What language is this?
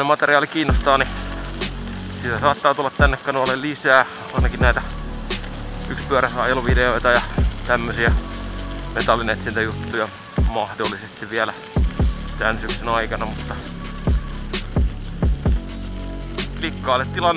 Finnish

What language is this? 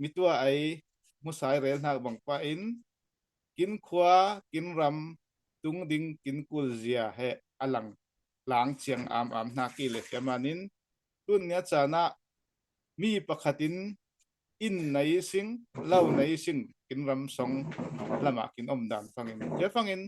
Falam Chin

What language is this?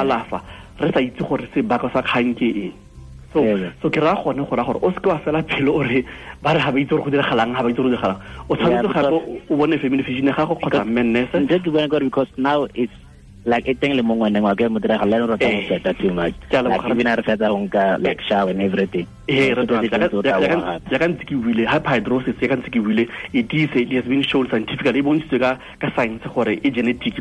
Tswana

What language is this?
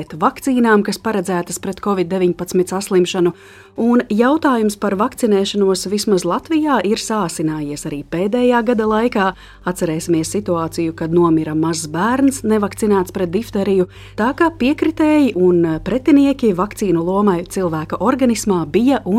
Latvian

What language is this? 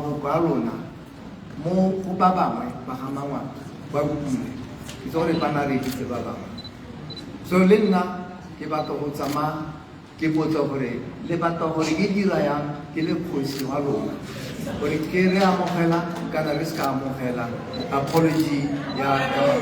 Tswana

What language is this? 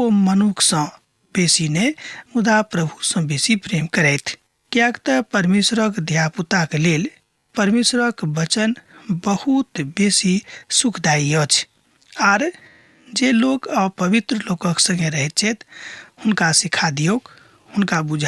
Maithili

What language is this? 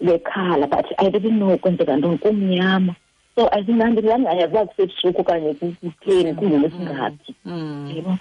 Xhosa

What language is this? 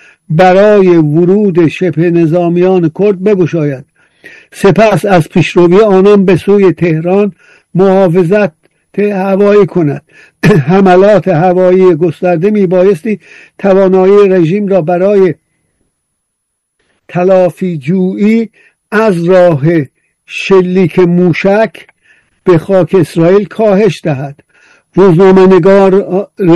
Persian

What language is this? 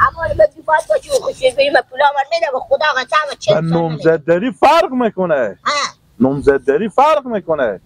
Hazaragi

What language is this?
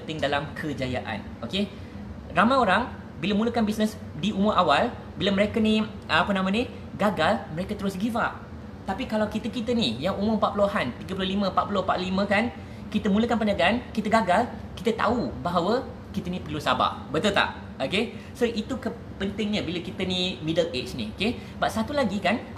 Malay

